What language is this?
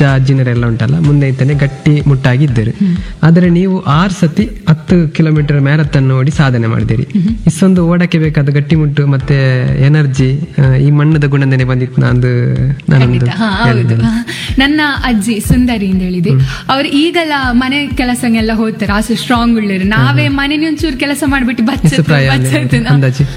Kannada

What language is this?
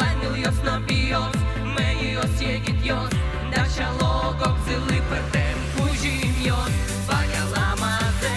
Udmurt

